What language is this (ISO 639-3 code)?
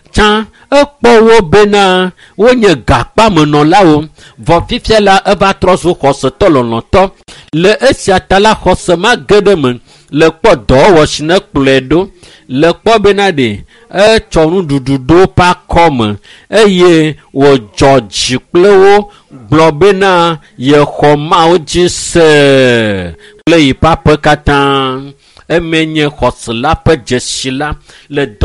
ewe